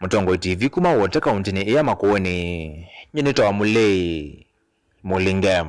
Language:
Kamba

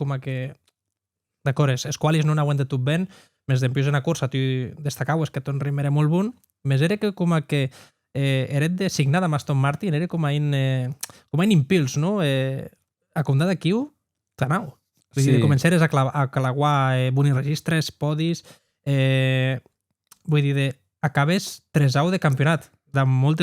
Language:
Occitan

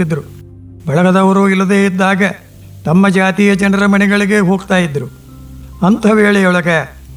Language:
Kannada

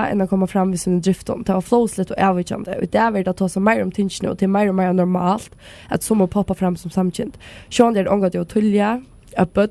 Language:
Faroese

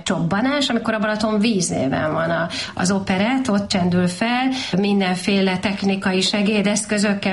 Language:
Hungarian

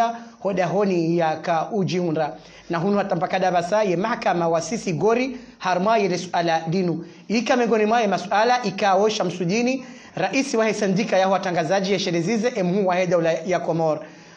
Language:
Ngazidja Comorian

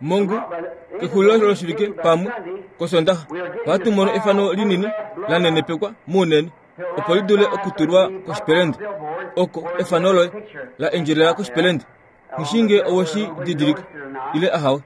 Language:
Kuanyama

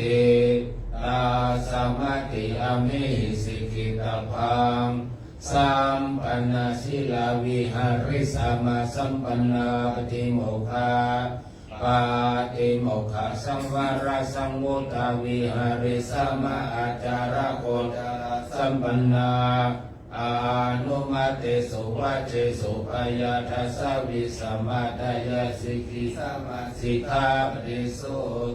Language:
Pali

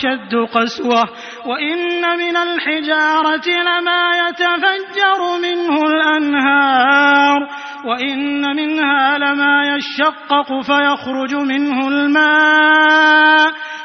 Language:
Arabic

